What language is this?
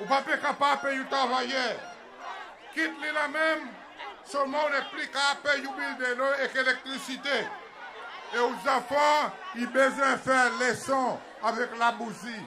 Seselwa Creole French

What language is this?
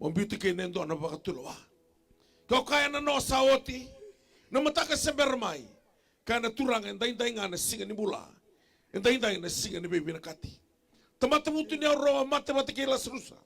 Fijian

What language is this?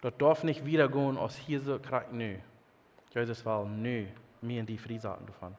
Plautdietsch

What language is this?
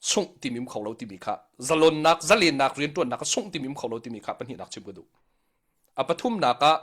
Hakha Chin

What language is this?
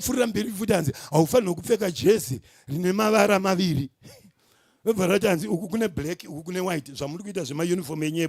Shona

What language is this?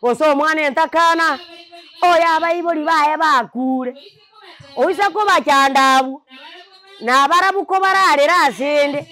Gusii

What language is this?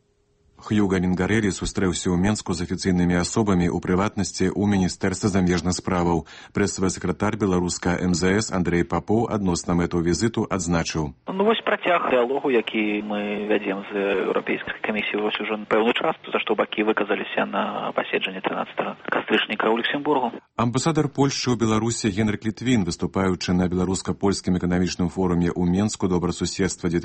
Belarusian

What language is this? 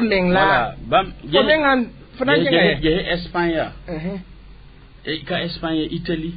Mossi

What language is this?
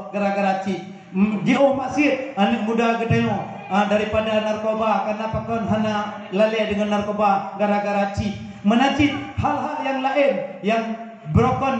Achinese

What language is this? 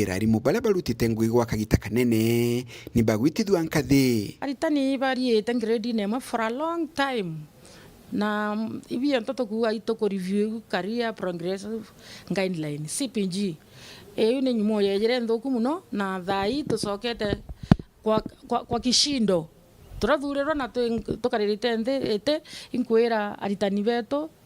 Meru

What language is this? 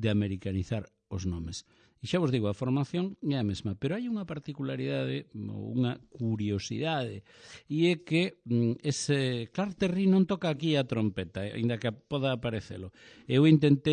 Galician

